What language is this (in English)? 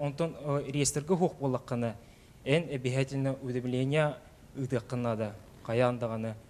Yakut